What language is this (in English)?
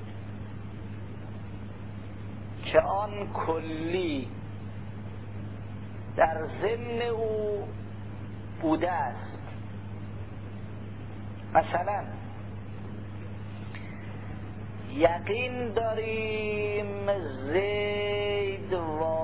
Persian